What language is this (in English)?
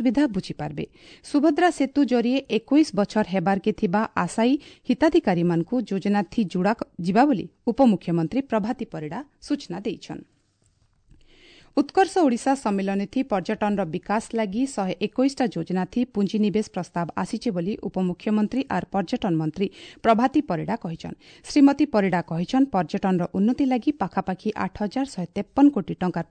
Odia